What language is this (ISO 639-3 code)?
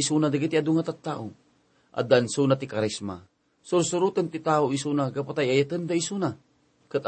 ilo